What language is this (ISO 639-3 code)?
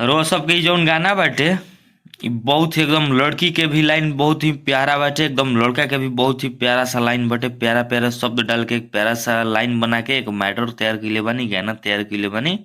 bho